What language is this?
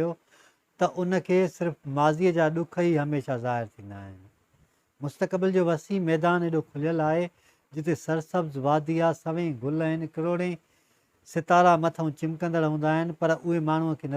Sindhi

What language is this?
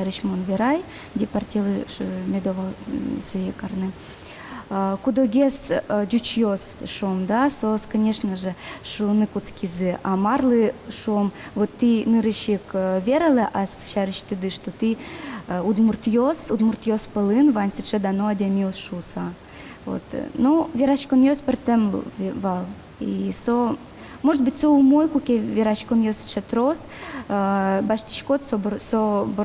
Udmurt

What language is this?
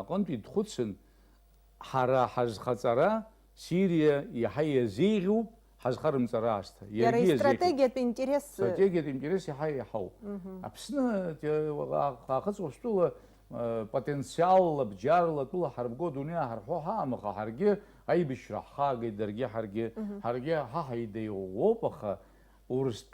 Abkhazian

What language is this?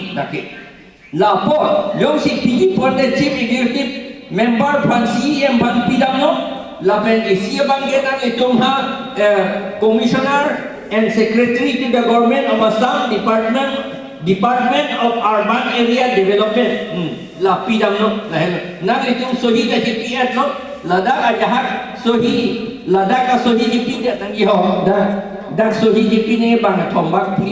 Karbi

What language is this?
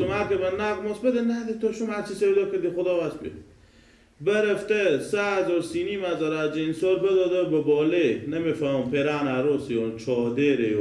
Persian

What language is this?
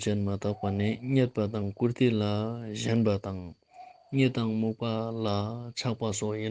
Ladakhi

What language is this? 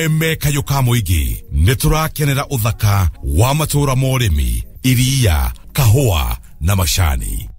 Kikuyu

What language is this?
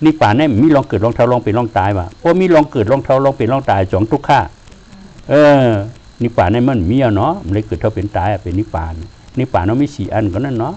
Shan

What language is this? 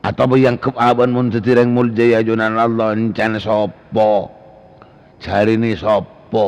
Madurese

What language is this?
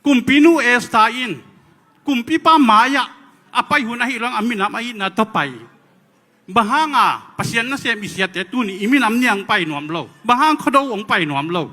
Tedim Chin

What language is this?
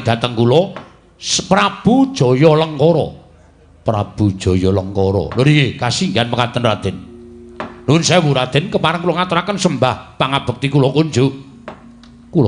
Javanese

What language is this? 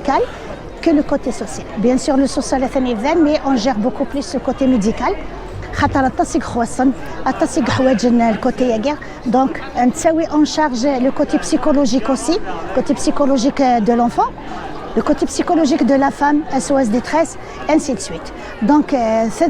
Kabyle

